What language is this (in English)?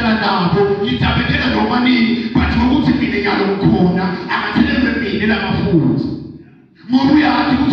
Swati